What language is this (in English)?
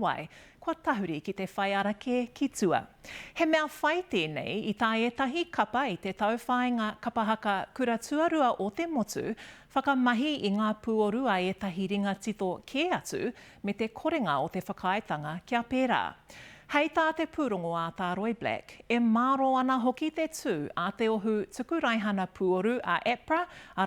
Māori